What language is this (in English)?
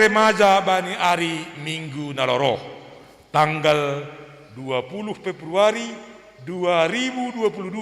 Batak Simalungun